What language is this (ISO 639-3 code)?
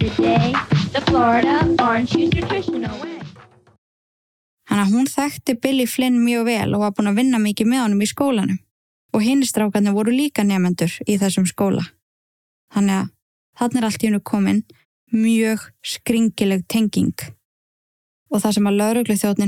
isl